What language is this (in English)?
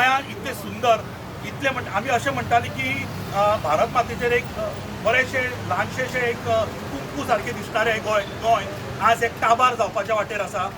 Konkani